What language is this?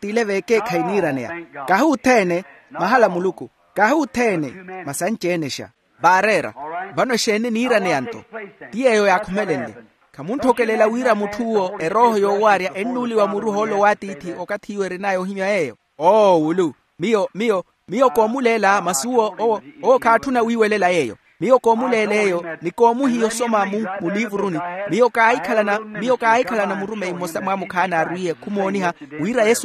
Makhuwa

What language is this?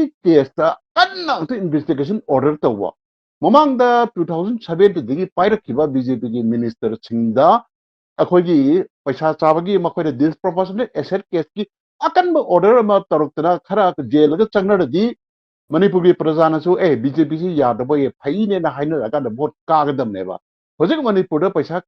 Manipuri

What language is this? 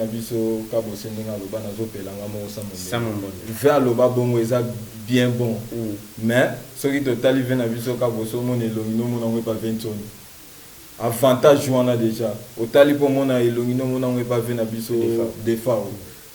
Lingala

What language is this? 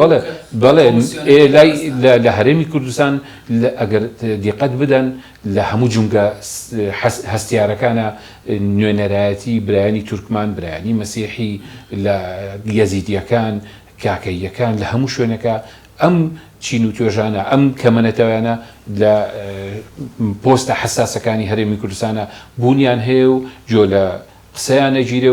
Central Kurdish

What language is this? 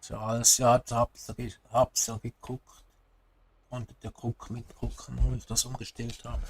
Swiss German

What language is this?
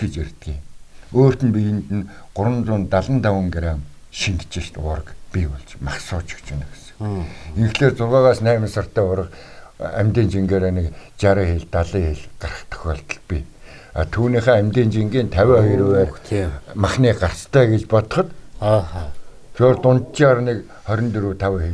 Mongolian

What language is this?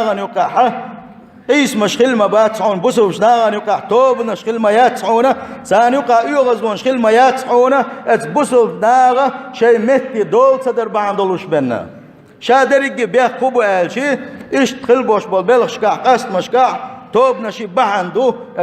Chechen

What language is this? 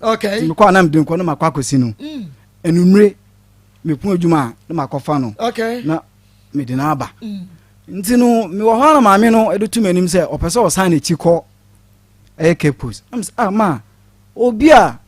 Akan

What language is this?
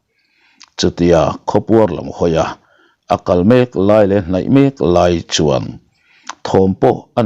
Mizo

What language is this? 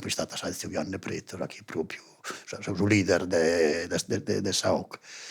Sardinian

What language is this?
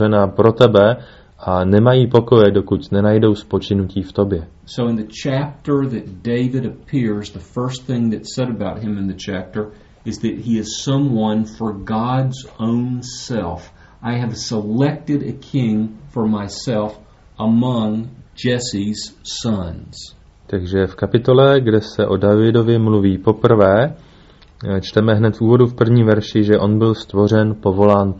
Czech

